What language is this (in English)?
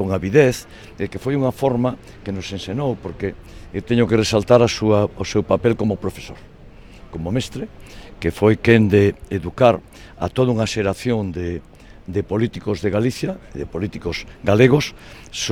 Galician